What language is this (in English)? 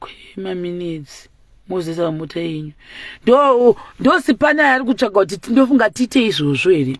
Shona